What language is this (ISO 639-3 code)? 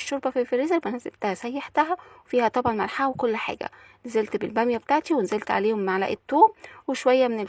arz